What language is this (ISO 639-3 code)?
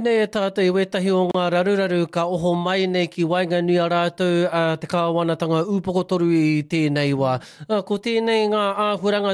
mri